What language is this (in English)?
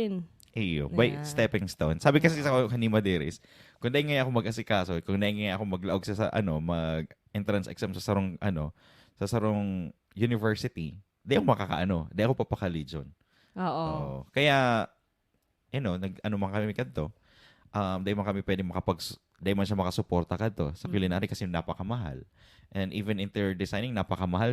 Bikol